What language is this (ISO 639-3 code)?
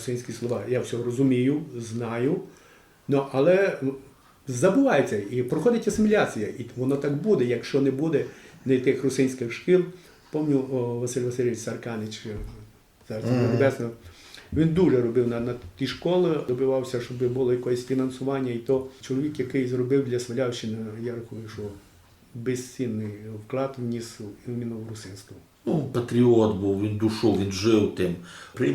rue